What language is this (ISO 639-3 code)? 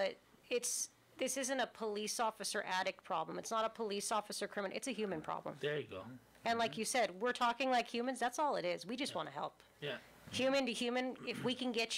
eng